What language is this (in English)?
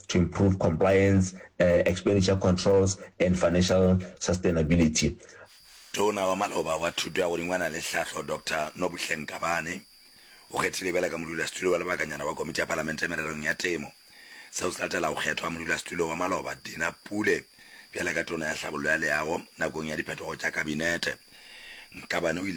Northern Sotho